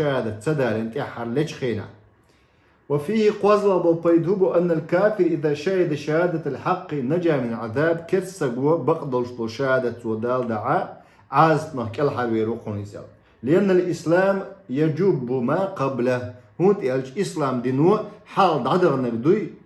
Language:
Chechen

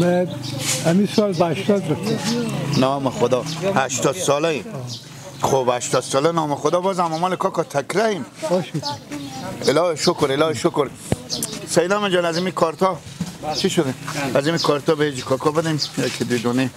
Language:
Persian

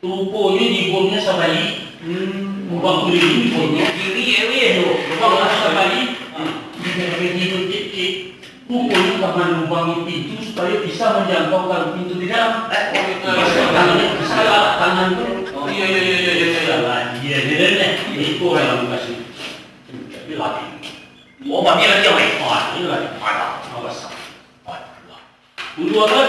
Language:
Minangkabau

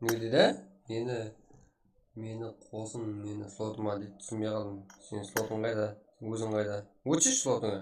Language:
Kara-Kalpak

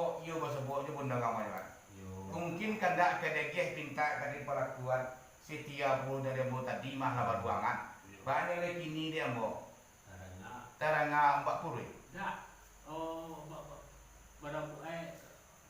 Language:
Minangkabau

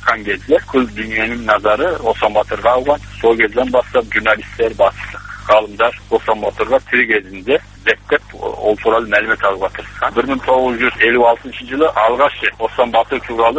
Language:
Kazakh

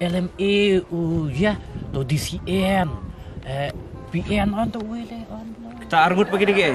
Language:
Khasi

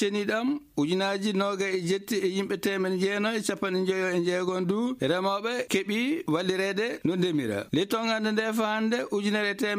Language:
Fula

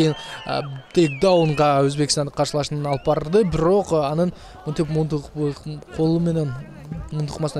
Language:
Kyrgyz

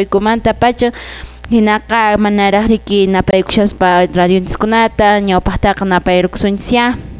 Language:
Quechua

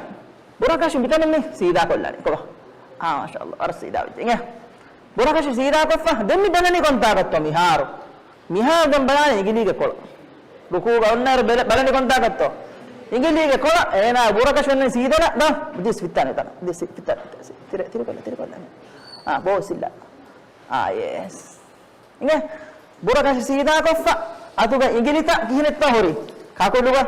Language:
Divehi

